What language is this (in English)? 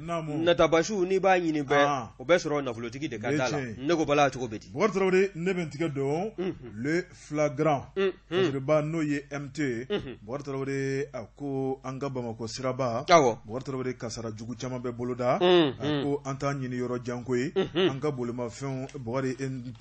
Bambara